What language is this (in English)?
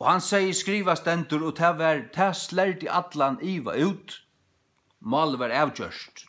Faroese